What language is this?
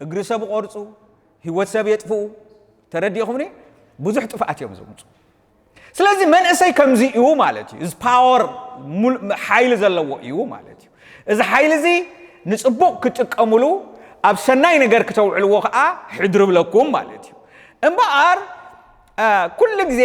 Tigrinya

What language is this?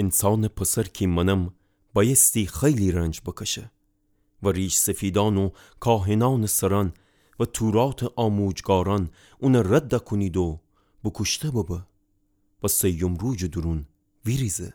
Gilaki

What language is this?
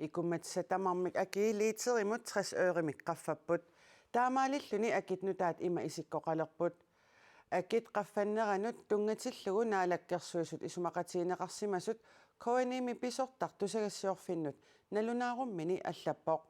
Kalaallisut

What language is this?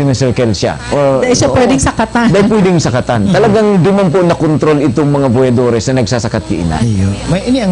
Bikol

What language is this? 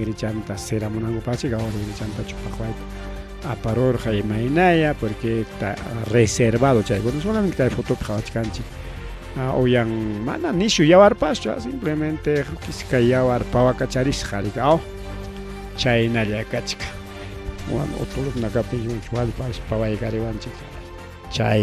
Ayacucho Quechua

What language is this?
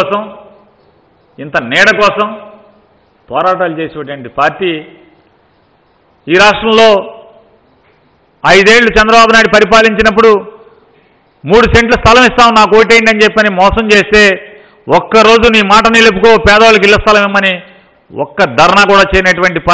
Telugu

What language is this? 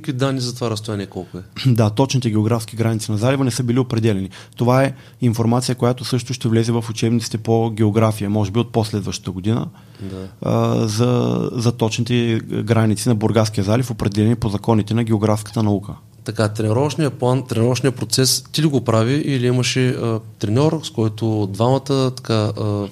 Bulgarian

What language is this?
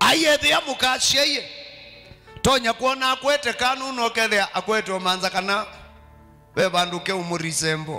Kamba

